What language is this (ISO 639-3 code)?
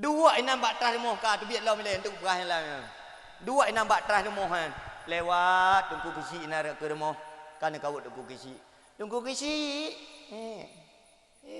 ace